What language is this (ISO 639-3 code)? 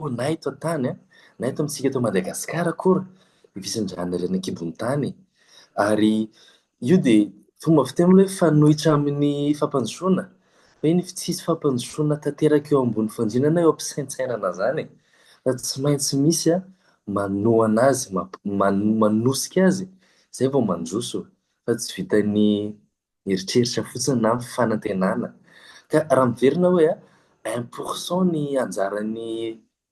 mlg